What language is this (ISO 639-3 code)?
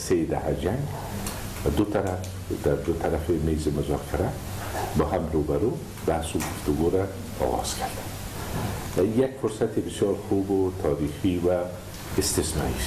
fas